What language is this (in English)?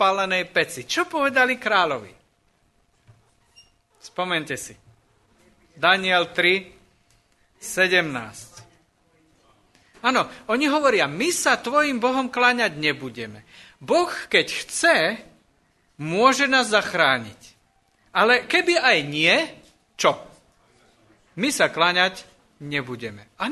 Slovak